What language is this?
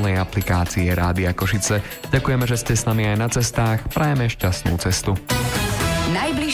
Slovak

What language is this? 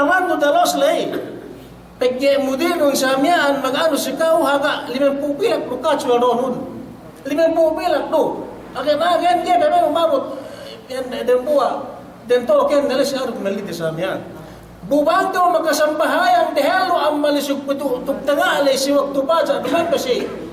Yakan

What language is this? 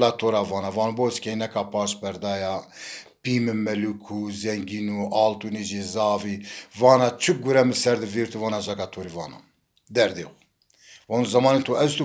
Zaza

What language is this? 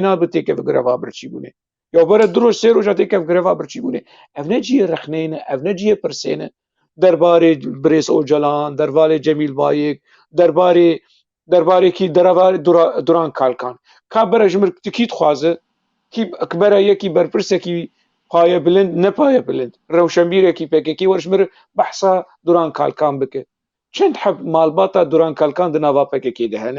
Kurdish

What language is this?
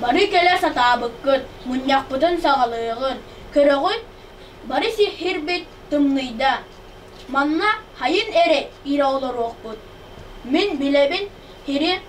Yakut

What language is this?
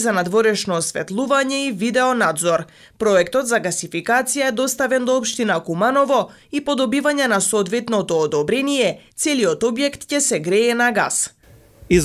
Macedonian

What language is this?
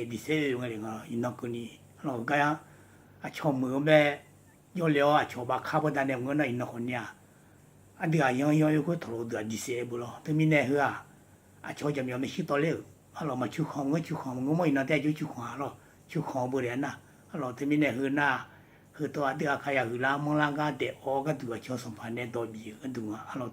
Akha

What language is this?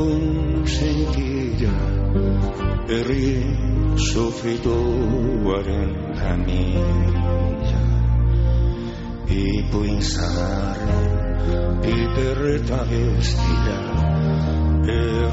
Basque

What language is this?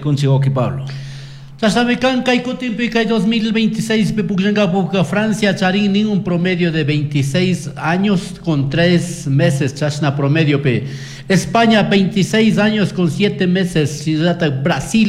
Chimborazo Highland Quichua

